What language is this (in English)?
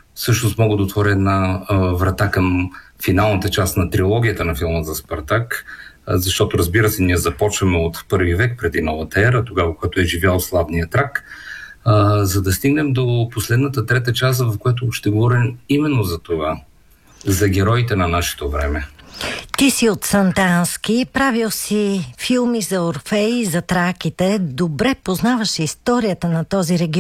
Bulgarian